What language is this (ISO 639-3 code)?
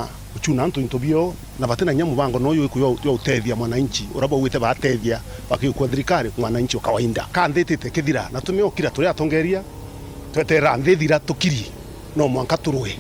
mer